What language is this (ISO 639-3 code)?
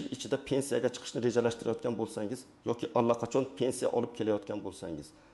uzb